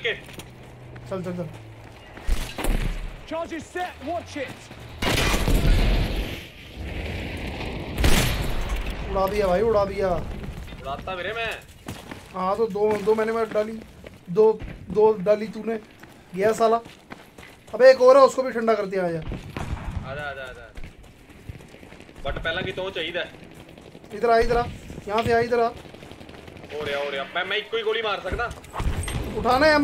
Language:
Hindi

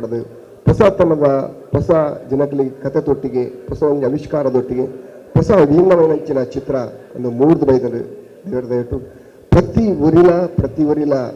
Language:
Tulu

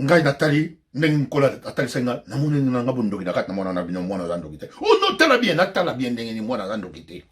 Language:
Lingala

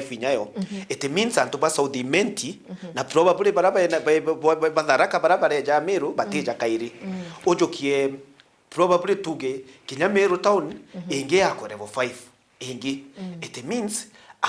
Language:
Meru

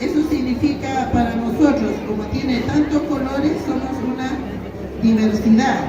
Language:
Aymara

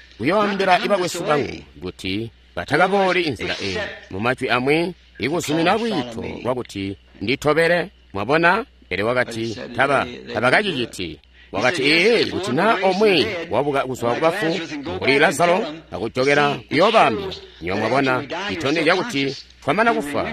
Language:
Tonga (Zambia)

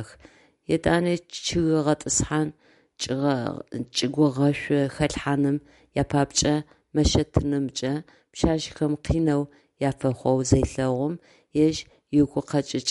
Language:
Adyghe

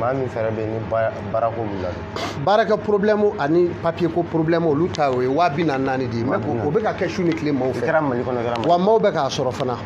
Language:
Bambara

